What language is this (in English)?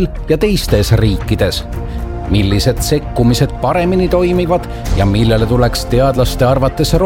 Estonian